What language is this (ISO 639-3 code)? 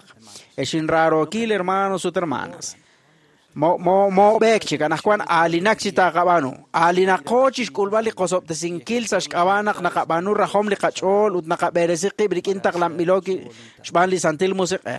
kek